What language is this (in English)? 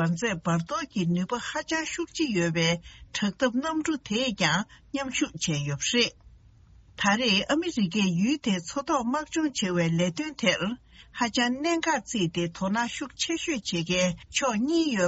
Tibetan